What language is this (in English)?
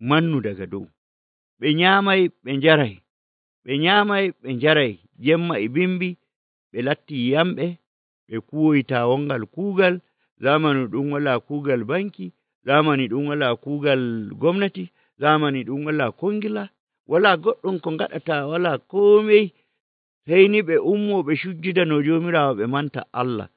Nigerian Fulfulde